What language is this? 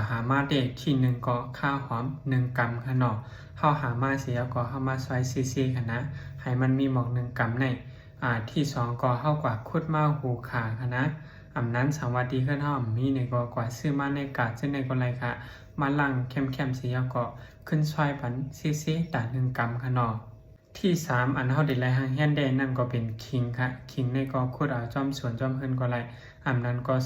Shan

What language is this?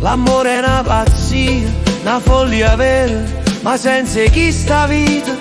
Neapolitan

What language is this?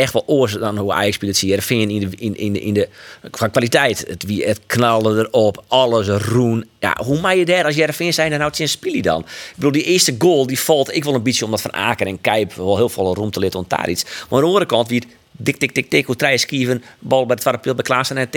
Western Frisian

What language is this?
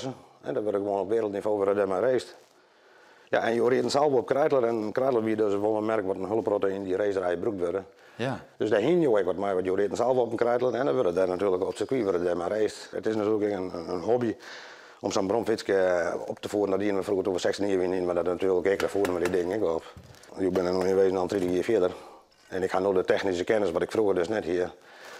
Western Frisian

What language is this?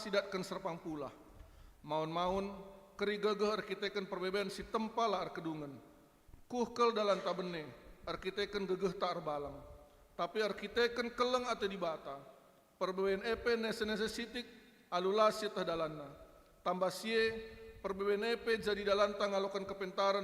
Batak Karo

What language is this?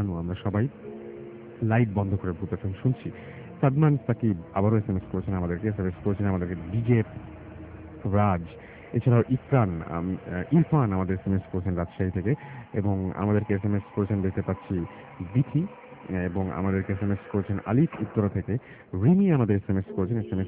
Bangla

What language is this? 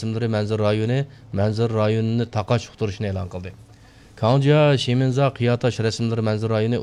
Uyghur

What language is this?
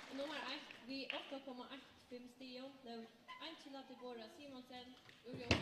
Faroese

